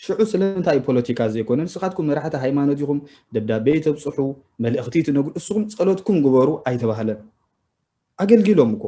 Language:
Tigrinya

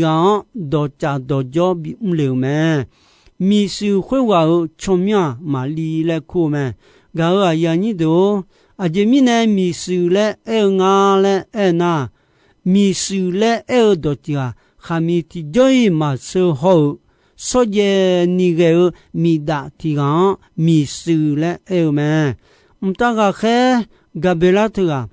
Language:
Akha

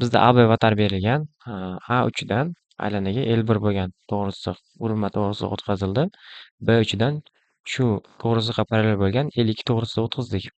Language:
Uzbek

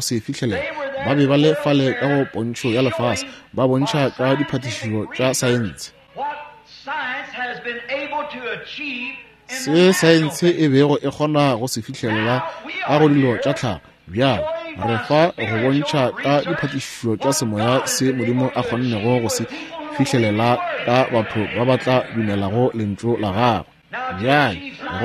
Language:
Northern Sotho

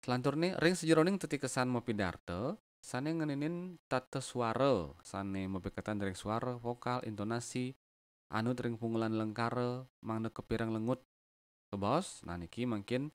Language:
Balinese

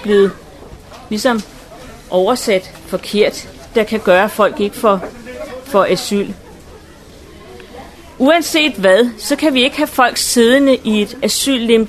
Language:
Danish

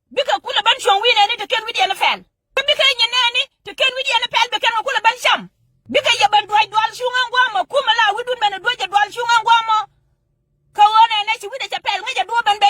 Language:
Nuer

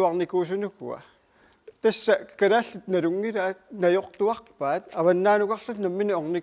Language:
Kalaallisut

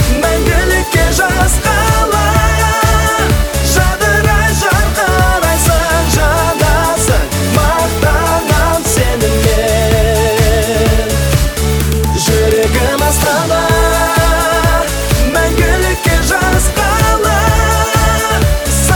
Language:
Kazakh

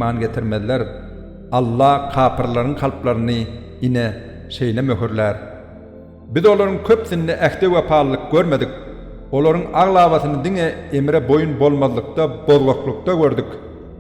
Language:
Turkmen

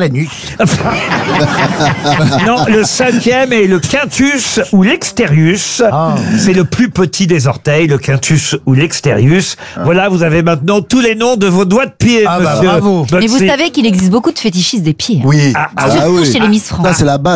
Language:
French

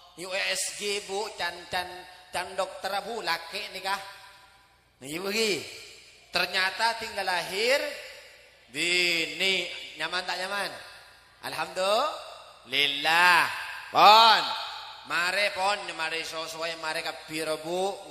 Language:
Madurese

